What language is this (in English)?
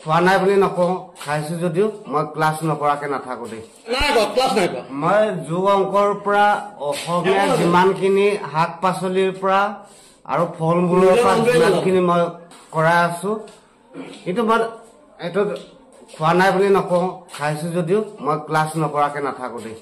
Assamese